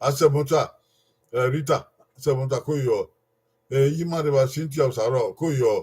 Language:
Bini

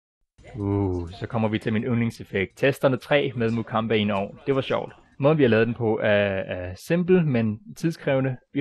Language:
Danish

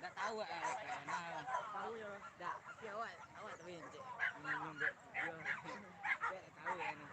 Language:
Minangkabau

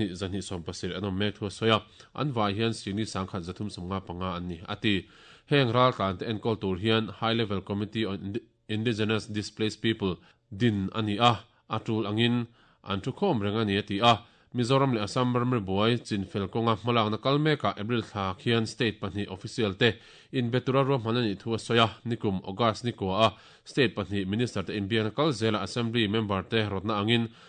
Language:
Mizo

